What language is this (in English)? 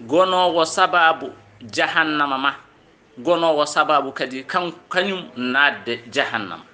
Fula